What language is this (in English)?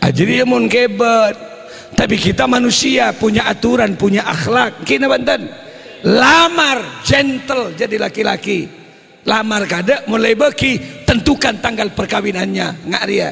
Madurese